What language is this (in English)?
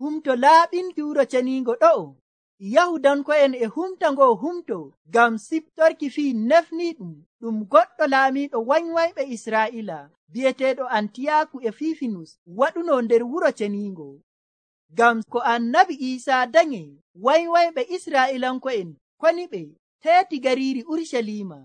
Nigerian Fulfulde